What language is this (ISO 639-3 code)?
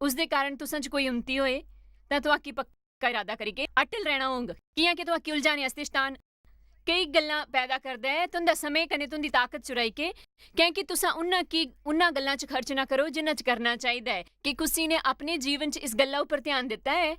doi